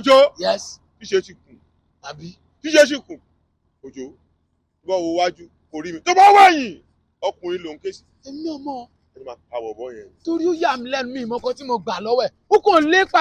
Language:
Yoruba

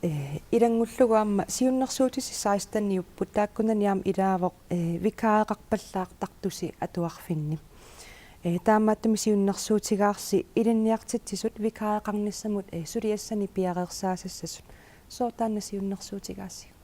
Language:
Kalaallisut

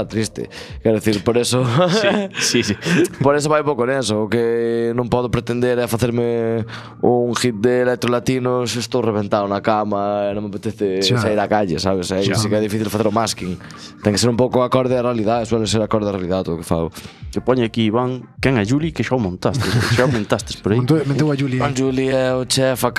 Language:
Galician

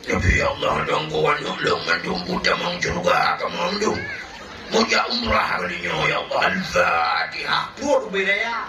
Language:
Achinese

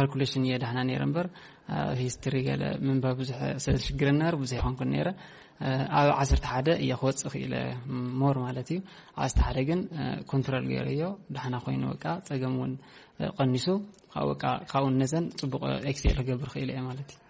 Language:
Tigrinya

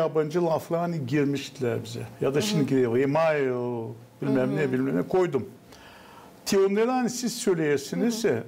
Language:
Gagauz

